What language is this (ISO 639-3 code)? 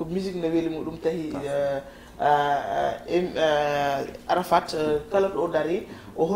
ful